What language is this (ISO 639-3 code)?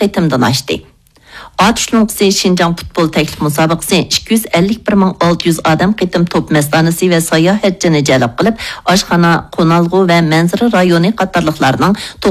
uig